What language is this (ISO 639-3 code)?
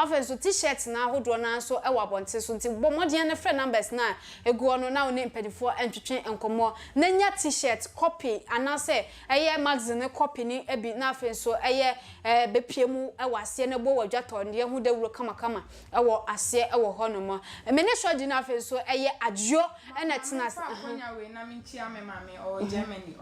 aka